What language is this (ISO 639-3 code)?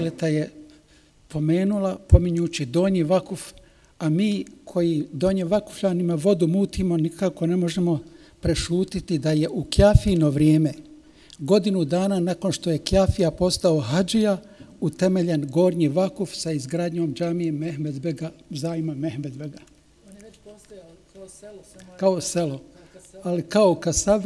bos